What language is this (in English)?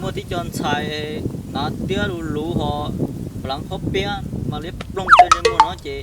Hmong